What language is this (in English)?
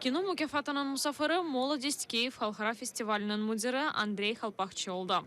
Crimean Tatar